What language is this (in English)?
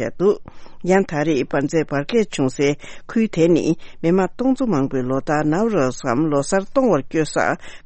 Tibetan